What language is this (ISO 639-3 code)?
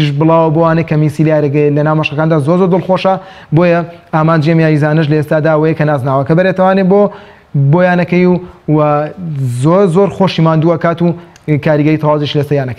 ckb